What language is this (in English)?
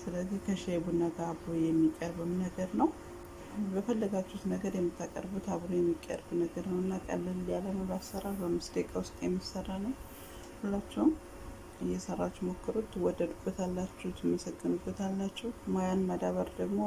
Amharic